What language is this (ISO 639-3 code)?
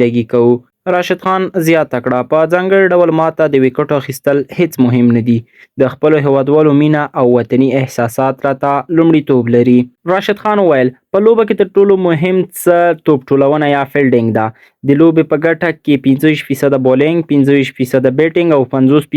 pus